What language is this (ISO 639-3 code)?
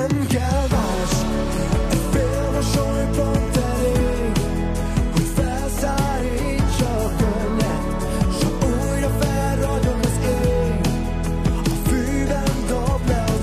hun